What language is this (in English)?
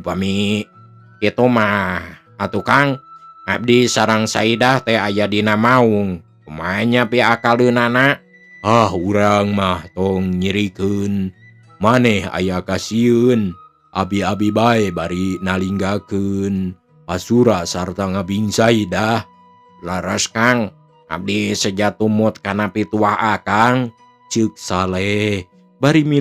Sundanese